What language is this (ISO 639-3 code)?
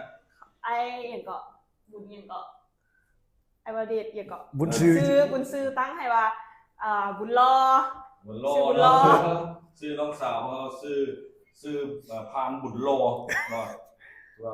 lao